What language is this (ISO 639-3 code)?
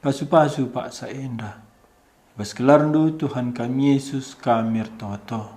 btx